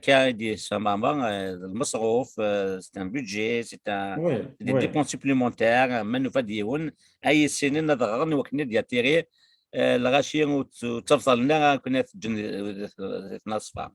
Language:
Kabyle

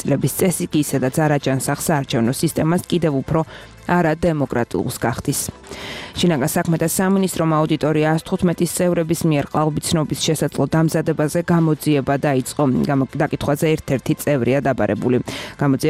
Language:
Georgian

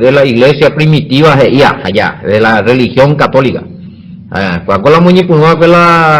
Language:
Guarani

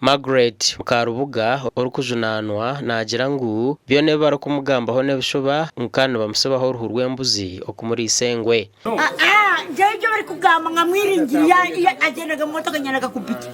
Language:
Nyankole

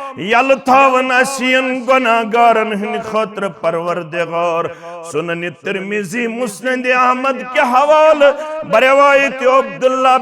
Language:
Kashmiri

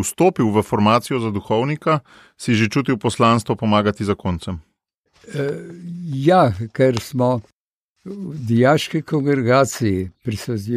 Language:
Slovenian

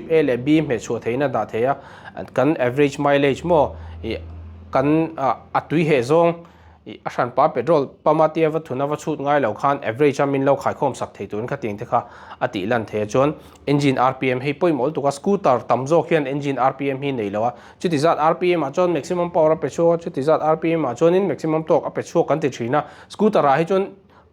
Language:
Mizo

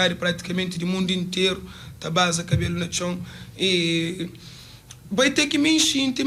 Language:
Kabuverdianu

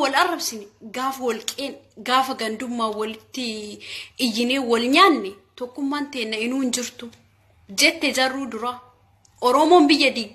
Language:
Oromo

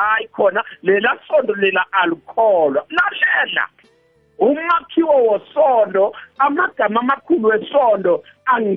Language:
South Ndebele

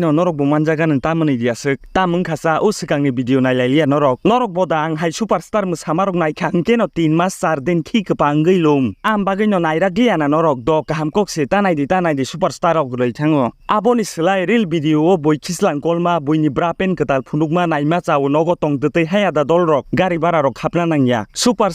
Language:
Kok Borok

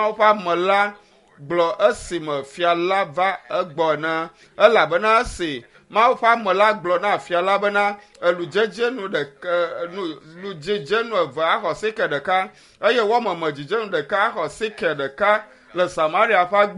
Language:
Ewe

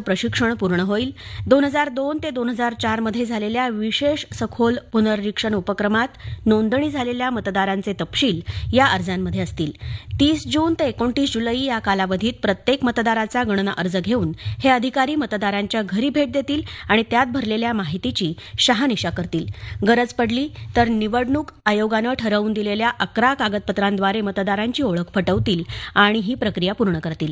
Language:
Marathi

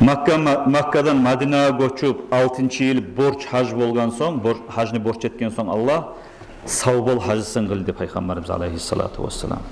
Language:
Kumyk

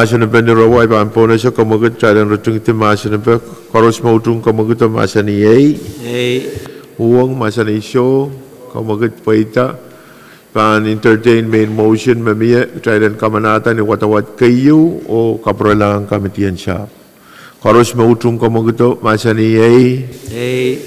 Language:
Pohnpeian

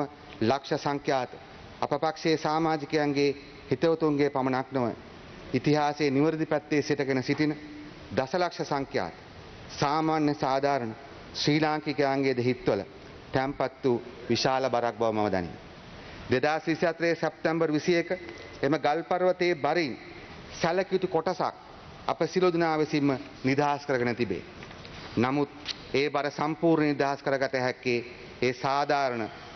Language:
Sinhala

